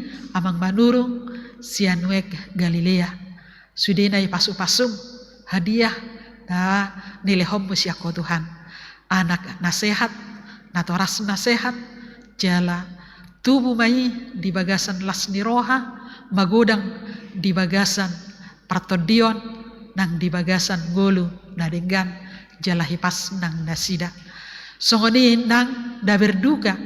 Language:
Batak Toba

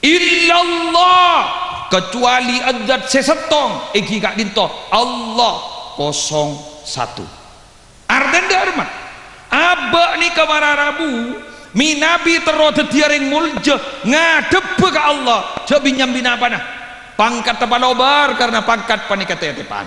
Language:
Madurese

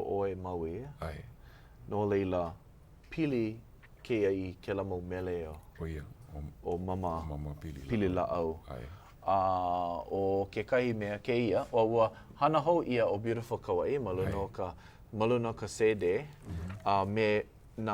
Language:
Hawaiian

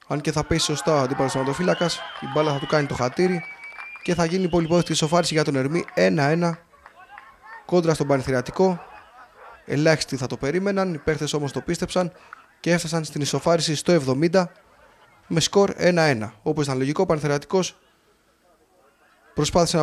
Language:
Greek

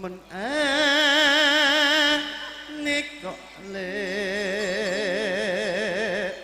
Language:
Madurese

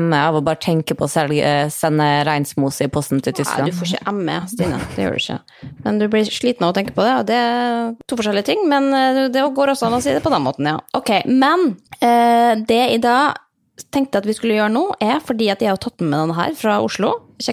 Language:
Norwegian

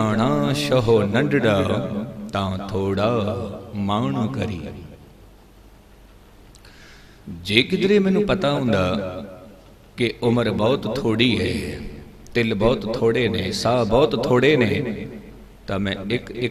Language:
Punjabi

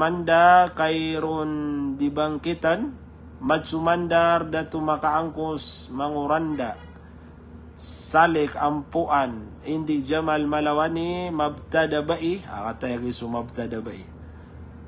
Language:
Maranao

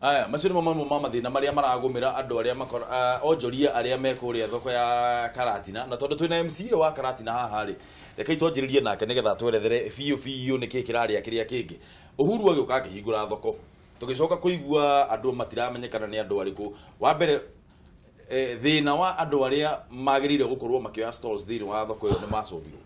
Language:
Kikuyu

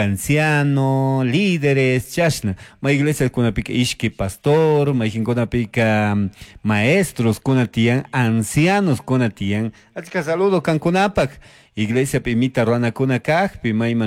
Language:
Chimborazo Highland Quichua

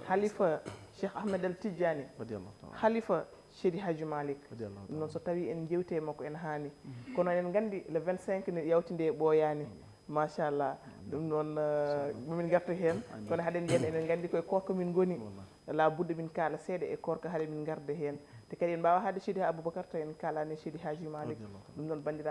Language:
Fula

